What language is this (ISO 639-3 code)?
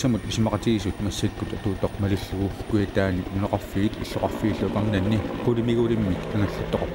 kal